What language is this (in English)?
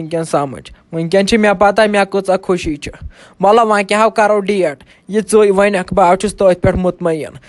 Kashmiri